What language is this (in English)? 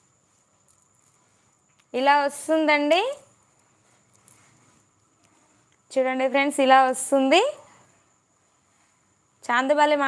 Telugu